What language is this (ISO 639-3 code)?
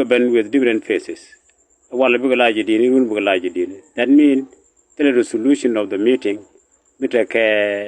nus